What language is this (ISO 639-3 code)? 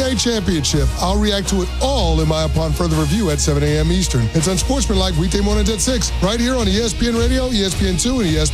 eng